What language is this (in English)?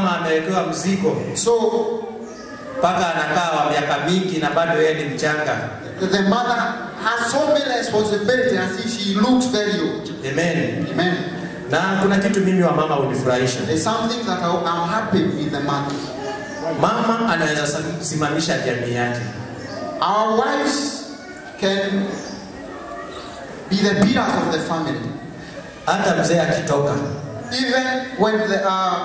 Swahili